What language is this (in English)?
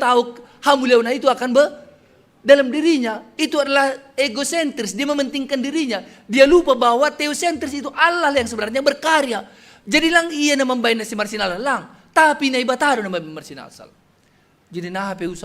Batak Simalungun